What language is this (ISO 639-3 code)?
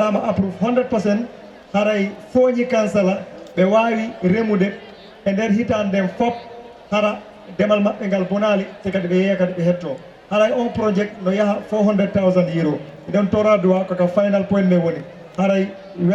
ful